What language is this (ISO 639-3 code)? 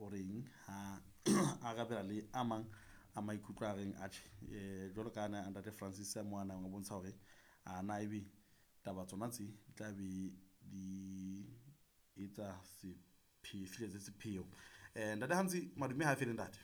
sot